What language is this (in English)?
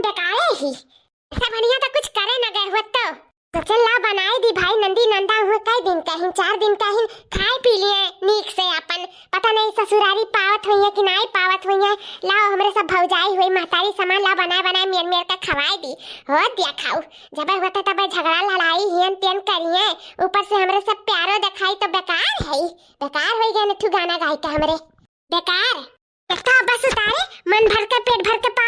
Awadhi